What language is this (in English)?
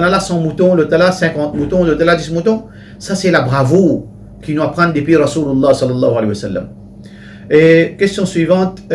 Morisyen